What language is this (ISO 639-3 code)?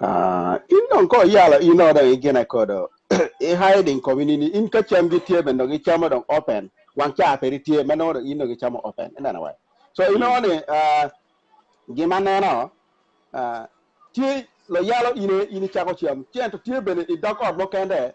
ach